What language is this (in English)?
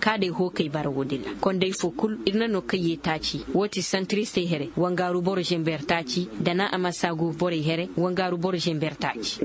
Koyraboro Senni